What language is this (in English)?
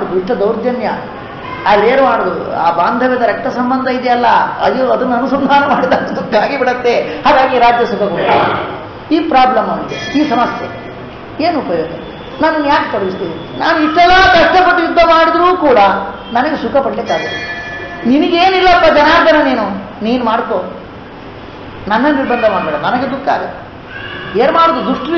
Kannada